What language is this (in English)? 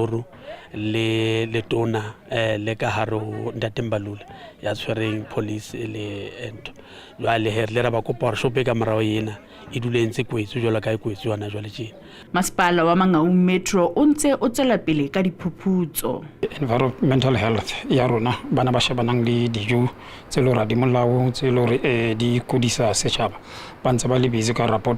Northern Sotho